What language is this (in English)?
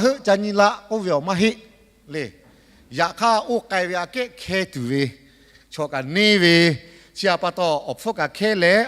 Lahu